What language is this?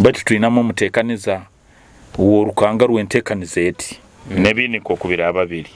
Nyoro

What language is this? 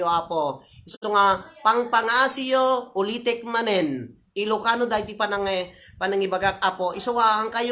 Iloko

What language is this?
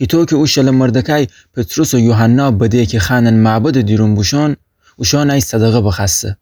Gilaki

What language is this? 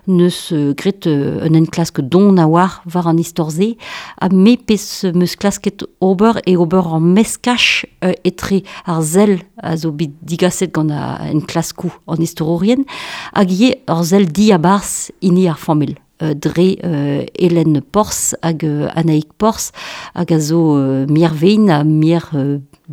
Breton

